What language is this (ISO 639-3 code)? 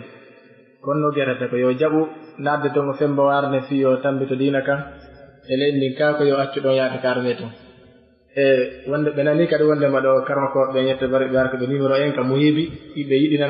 fuf